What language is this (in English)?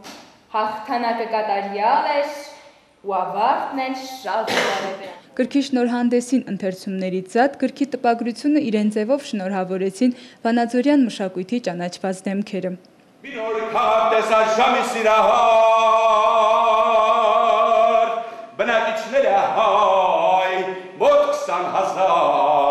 Armenian